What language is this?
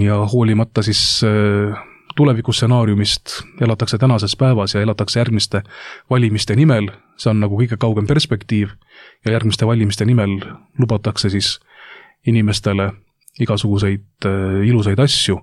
Estonian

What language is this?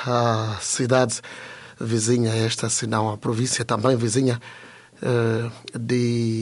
Portuguese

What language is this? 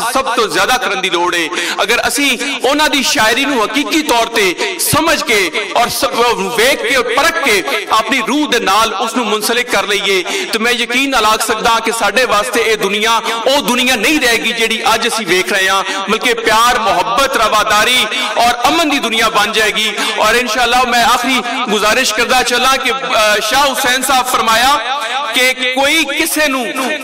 Western Panjabi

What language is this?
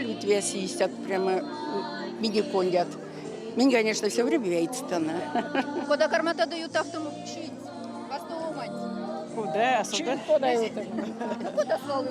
Erzya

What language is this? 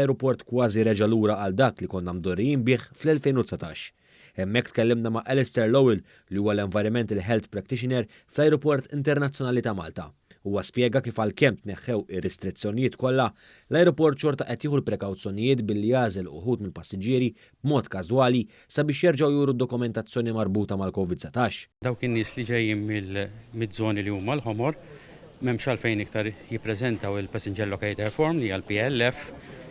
Maltese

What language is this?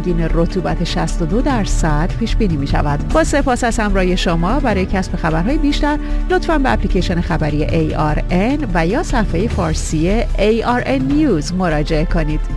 Persian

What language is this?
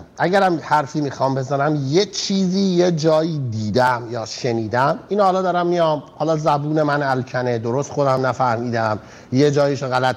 Persian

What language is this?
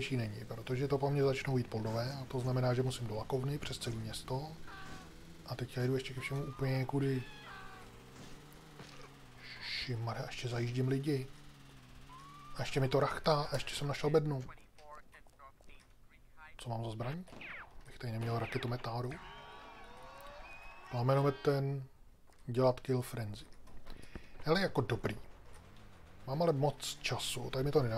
Czech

